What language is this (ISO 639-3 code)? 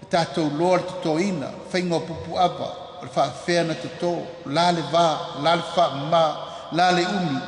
smo